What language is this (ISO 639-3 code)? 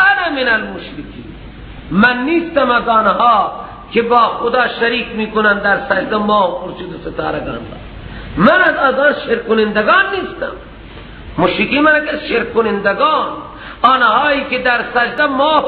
fas